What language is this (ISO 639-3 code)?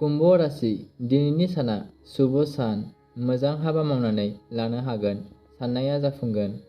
brx